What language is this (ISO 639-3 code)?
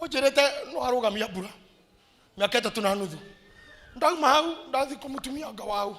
kik